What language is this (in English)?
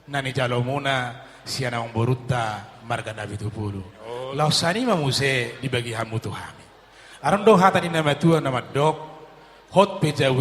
Batak Toba